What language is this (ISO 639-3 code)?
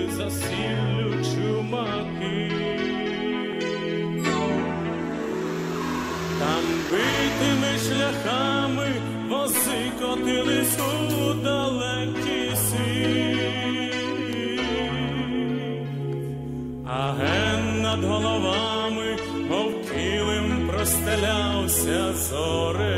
ukr